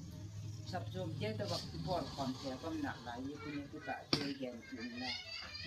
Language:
Gangte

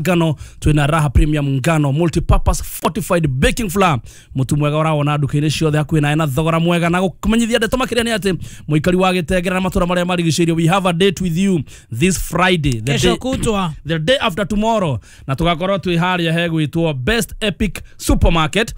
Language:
Kikuyu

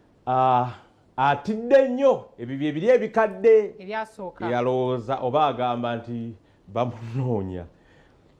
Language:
Ganda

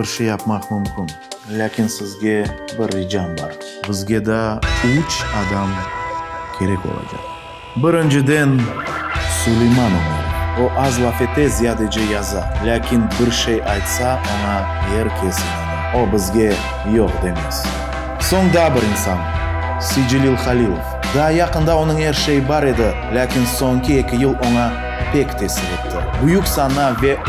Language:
Crimean Tatar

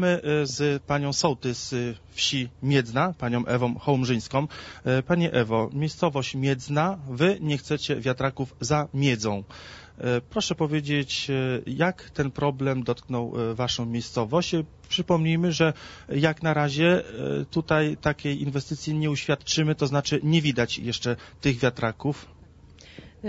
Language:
Polish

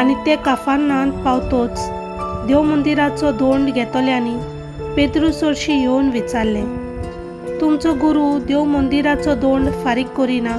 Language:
Konkani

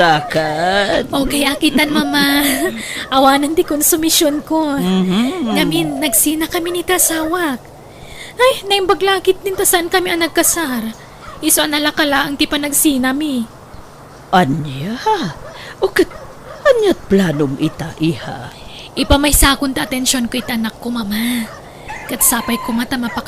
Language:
Iloko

